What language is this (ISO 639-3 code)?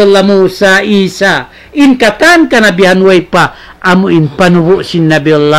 tsg